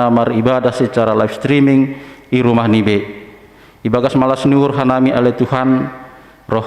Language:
Batak Simalungun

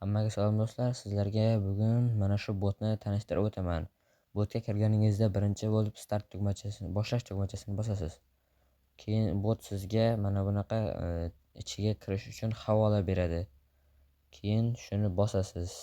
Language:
Uzbek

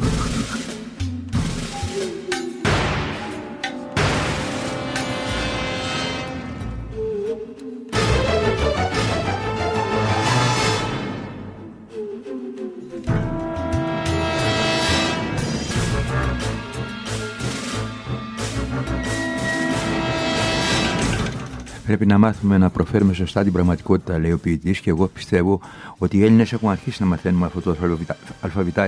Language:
Greek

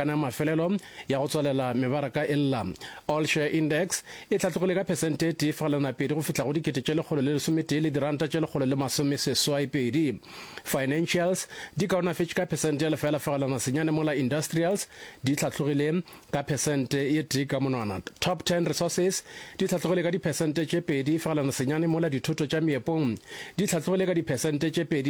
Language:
Northern Sotho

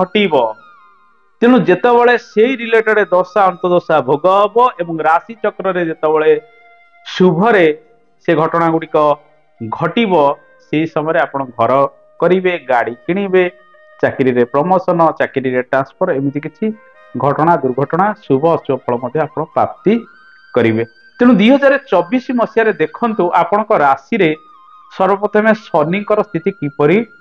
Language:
Odia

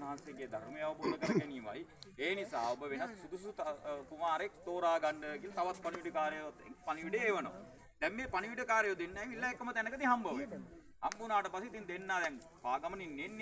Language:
Sinhala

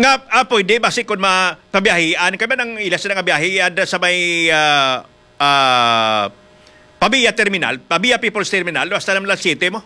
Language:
Hiligaynon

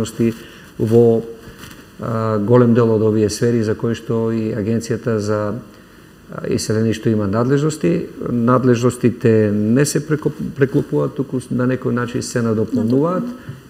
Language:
Macedonian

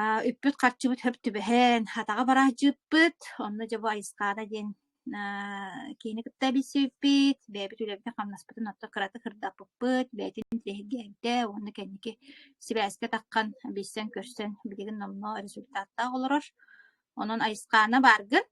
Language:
Yakut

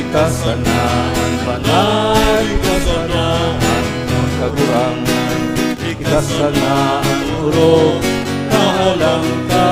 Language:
Bikol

